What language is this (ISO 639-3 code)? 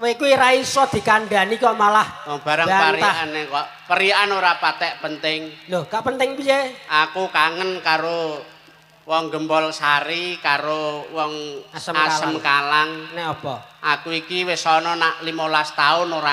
jav